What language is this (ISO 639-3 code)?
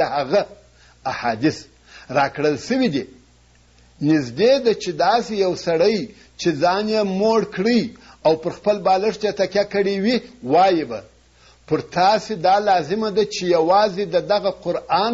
pus